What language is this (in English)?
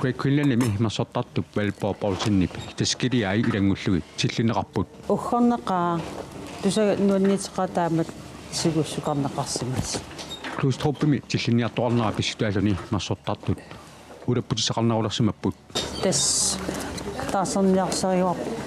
Kalaallisut